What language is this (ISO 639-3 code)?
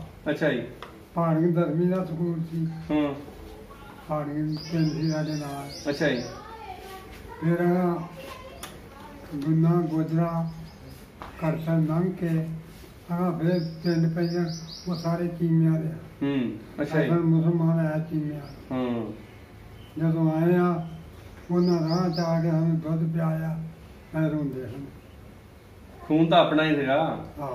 pan